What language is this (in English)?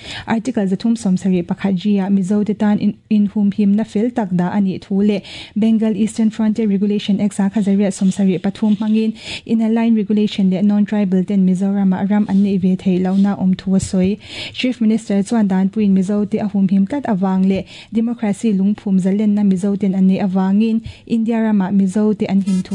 Mizo